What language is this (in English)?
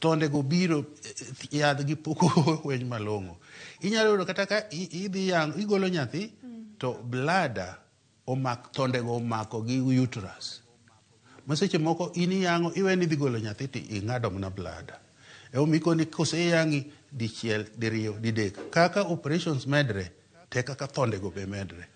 Luo (Kenya and Tanzania)